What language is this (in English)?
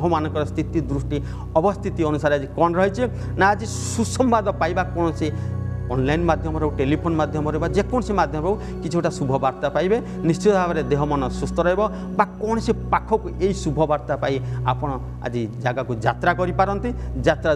Odia